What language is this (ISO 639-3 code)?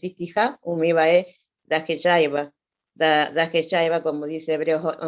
grn